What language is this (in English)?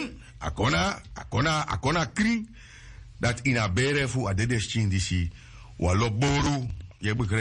Sranan Tongo